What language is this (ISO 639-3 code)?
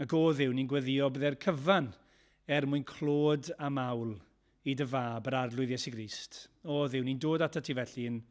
cym